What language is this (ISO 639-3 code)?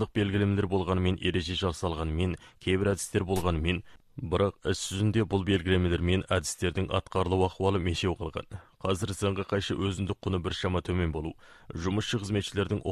kaz